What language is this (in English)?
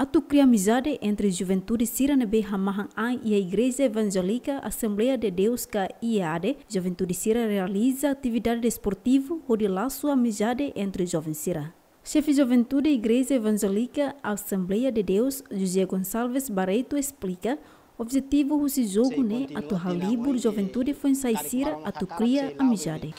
Tetum